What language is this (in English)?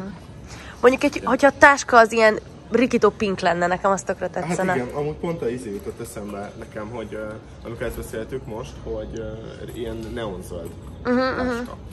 Hungarian